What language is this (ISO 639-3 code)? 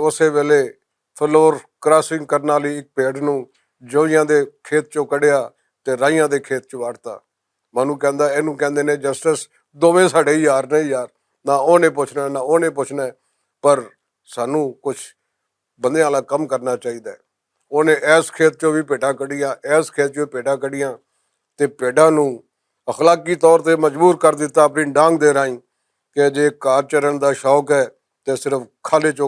lah